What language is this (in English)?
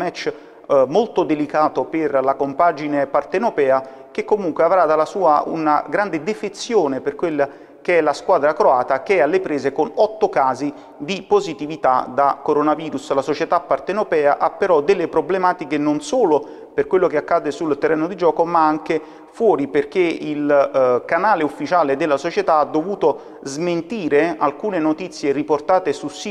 Italian